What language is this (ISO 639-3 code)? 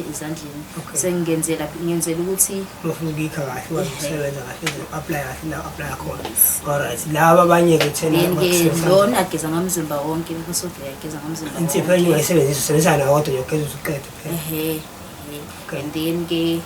zul